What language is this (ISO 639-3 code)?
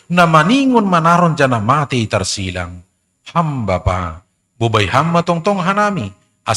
bts